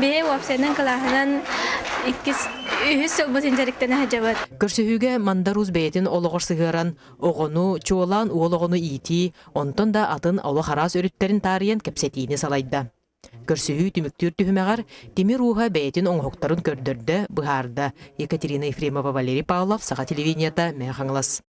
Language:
Yakut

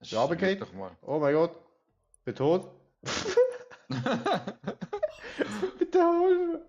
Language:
Swiss German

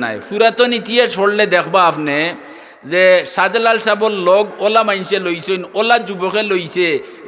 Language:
Sylheti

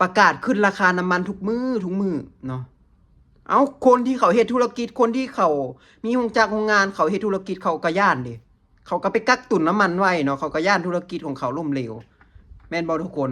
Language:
Lao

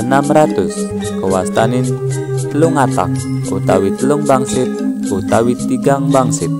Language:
Balinese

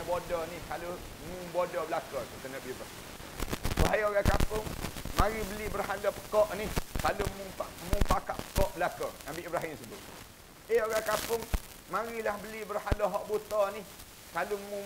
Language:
Malay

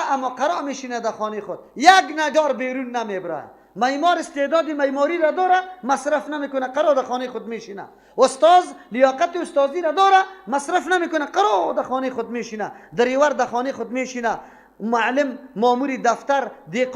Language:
Persian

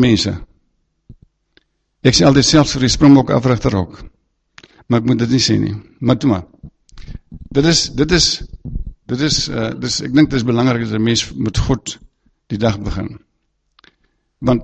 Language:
Afrikaans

